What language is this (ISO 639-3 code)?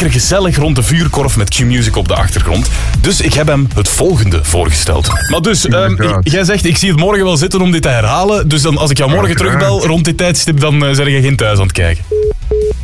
nld